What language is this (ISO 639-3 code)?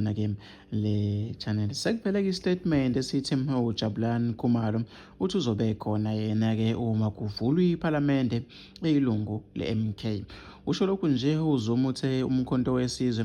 zul